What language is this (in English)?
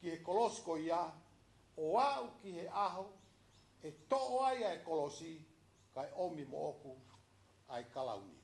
Tongan